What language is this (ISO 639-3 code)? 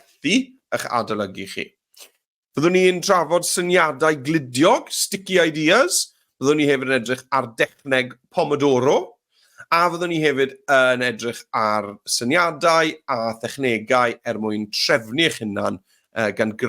cym